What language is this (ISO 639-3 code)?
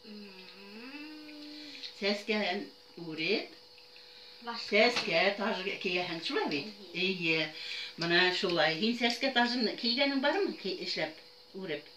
bak